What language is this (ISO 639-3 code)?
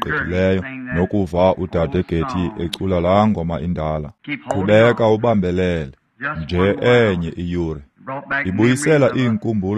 xho